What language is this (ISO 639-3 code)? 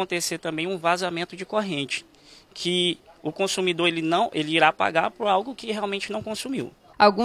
por